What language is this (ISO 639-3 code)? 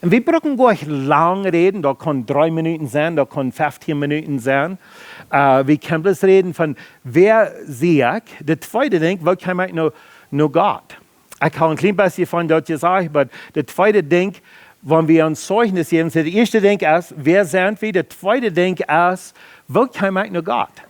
pdt